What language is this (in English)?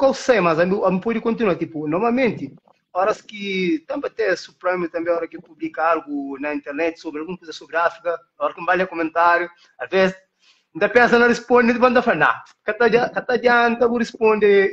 Kabuverdianu